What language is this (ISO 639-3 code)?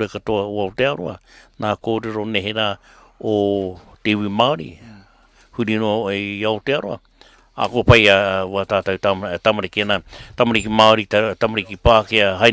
mri